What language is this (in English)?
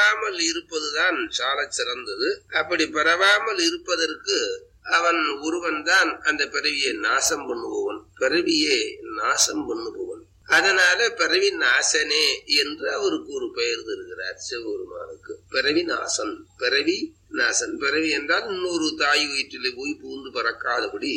Tamil